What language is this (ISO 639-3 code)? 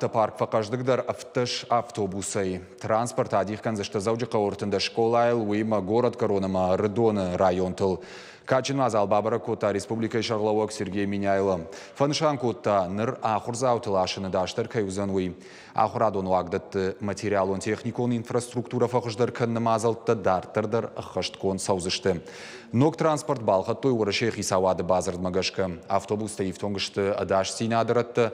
oss